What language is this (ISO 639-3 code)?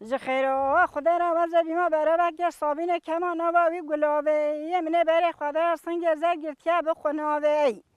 kur